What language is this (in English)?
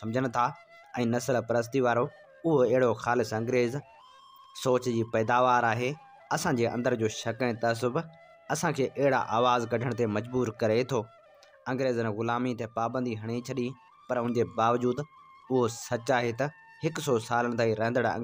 Sindhi